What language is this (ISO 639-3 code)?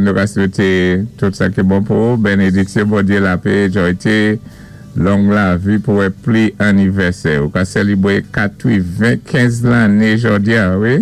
acf